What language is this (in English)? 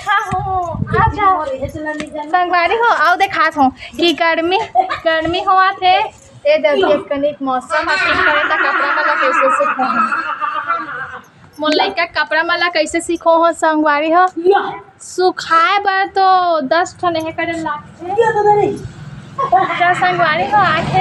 Chhattisgarhi